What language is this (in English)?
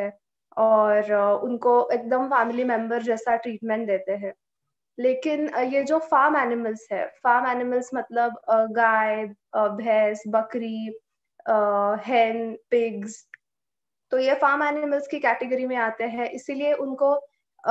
Hindi